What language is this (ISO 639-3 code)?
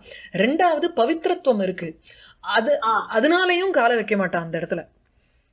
tam